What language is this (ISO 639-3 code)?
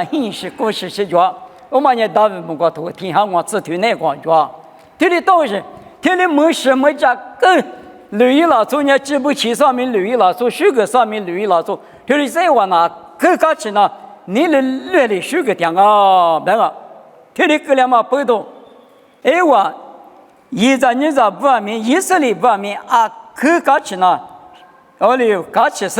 lis